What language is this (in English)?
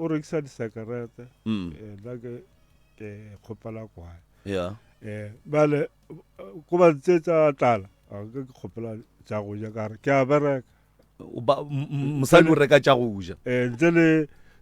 Northern Sotho